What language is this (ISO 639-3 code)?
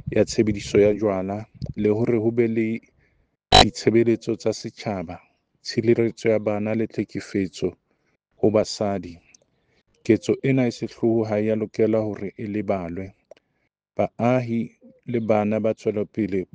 sot